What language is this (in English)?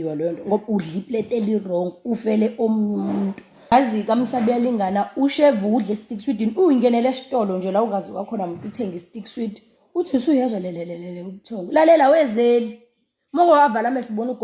Zulu